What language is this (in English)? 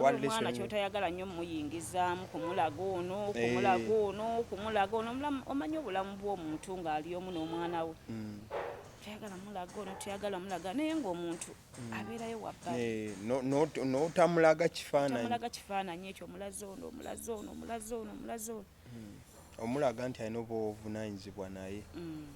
Ganda